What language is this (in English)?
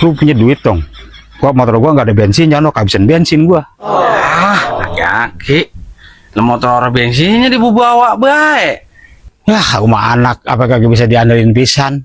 Betawi